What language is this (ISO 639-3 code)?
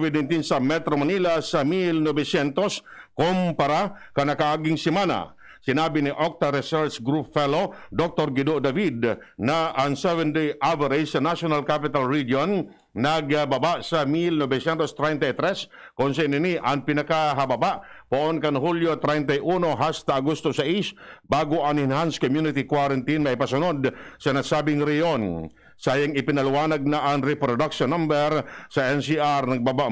bik